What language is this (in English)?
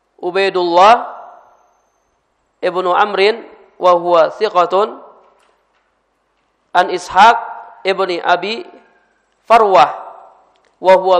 Indonesian